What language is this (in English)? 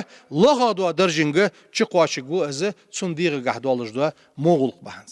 Ingush